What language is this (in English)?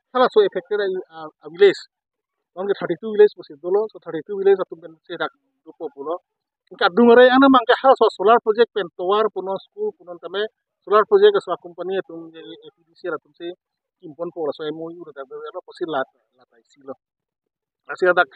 Karbi